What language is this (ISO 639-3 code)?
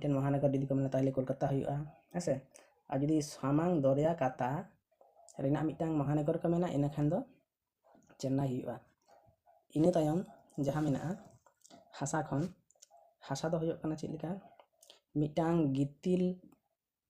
sat